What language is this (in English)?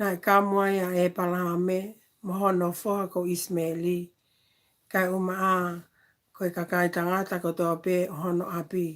Tongan